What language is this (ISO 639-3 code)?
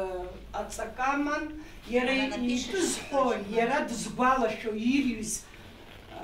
abk